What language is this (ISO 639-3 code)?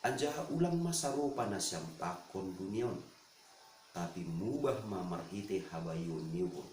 bts